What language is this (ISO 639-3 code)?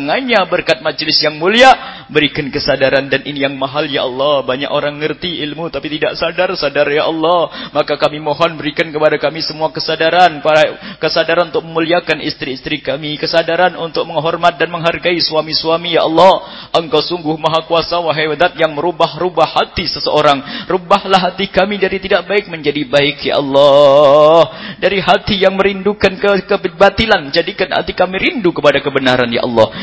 ind